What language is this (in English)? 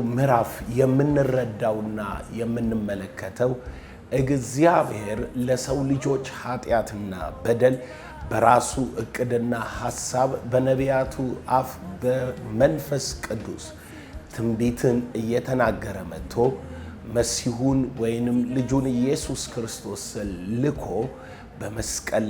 Amharic